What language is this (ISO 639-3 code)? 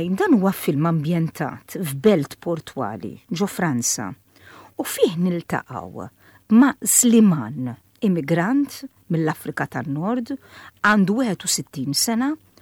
mlt